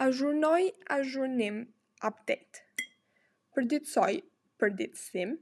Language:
Albanian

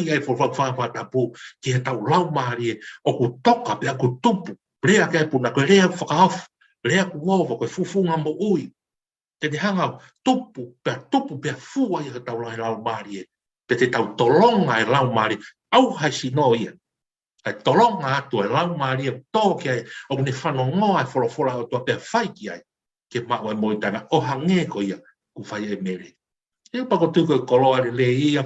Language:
Tongan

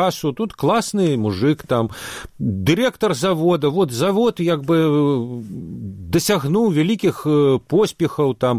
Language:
Belarusian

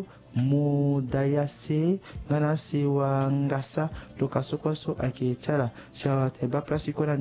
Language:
Sango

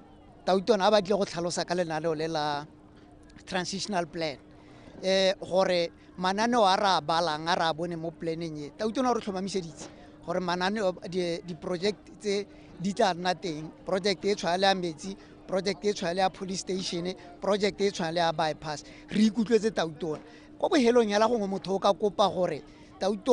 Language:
Tswana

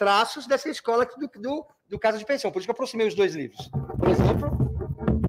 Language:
Portuguese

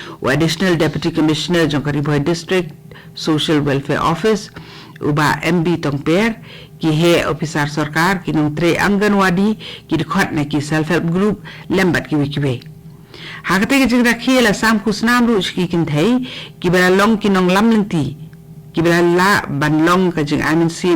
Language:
Khasi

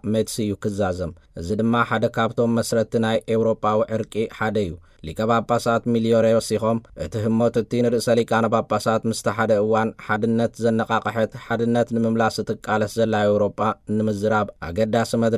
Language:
Tigrinya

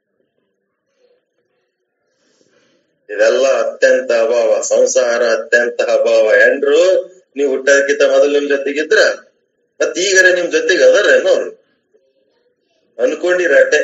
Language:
Kannada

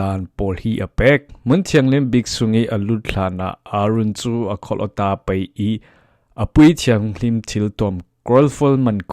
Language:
Falam Chin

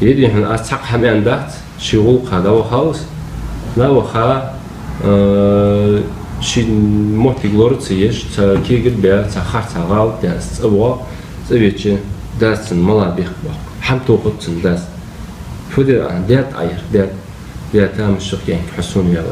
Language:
Ingush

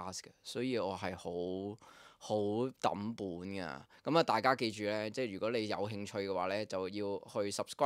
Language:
Cantonese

